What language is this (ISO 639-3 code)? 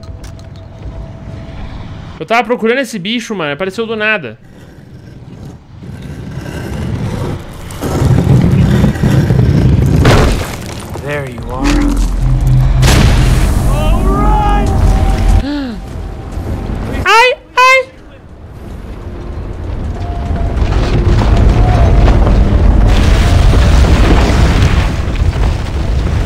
por